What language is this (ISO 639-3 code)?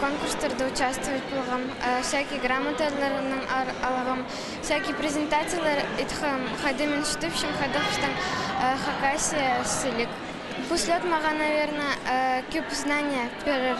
kjh